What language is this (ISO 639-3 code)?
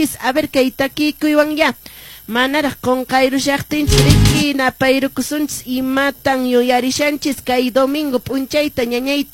que